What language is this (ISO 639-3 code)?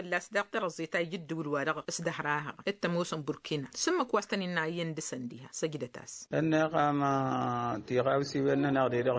taq